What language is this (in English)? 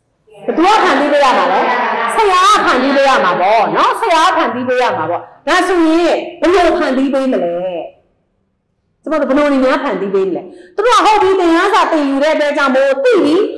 Burmese